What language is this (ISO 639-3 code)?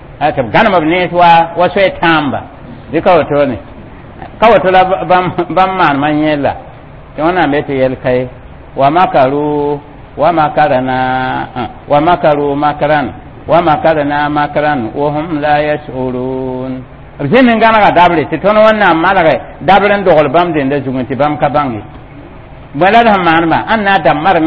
mos